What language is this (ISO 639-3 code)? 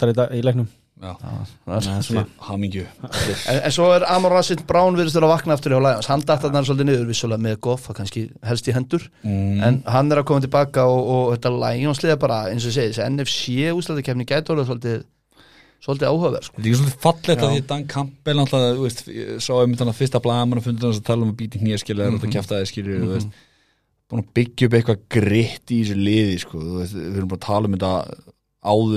isl